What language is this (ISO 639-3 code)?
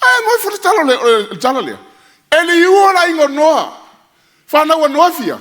smo